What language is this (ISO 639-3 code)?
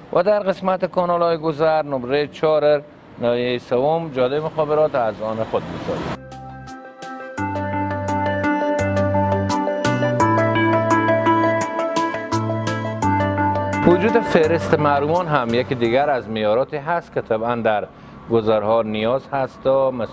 fas